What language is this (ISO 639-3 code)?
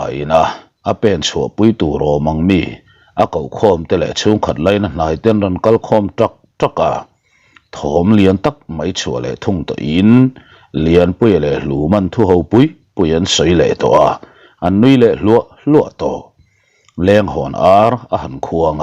lus